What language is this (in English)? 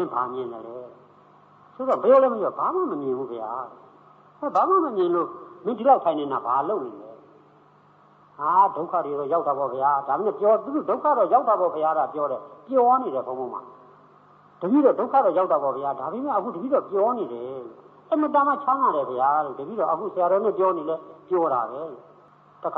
Burmese